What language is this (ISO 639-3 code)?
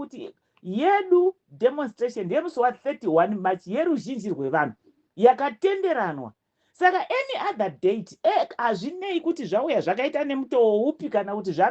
sna